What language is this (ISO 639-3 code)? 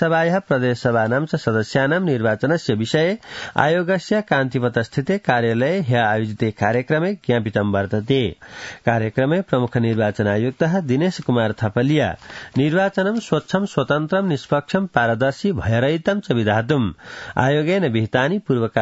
san